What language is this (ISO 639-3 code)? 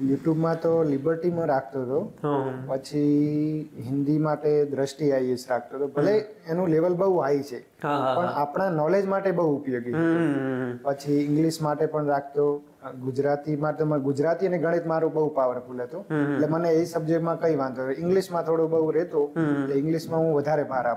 guj